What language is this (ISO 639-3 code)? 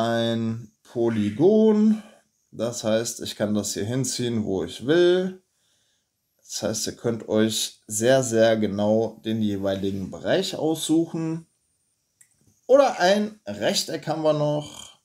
deu